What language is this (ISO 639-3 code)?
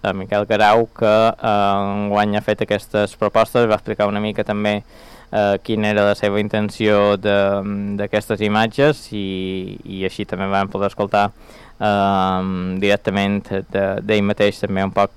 cat